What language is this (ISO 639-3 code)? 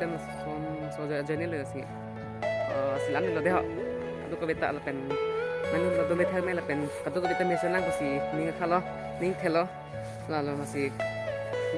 mjw